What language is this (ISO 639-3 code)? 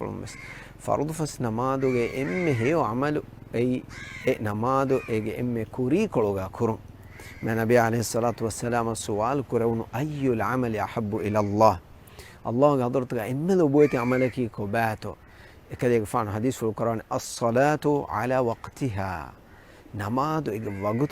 div